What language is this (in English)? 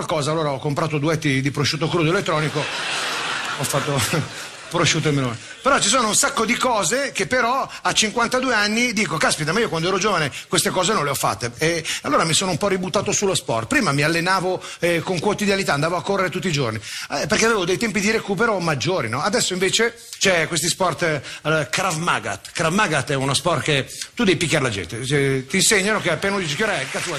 Italian